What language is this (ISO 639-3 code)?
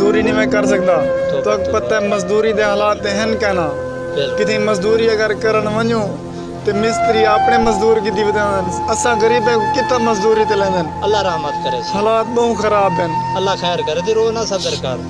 skr